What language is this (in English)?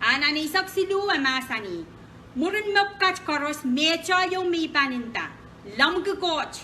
Pohnpeian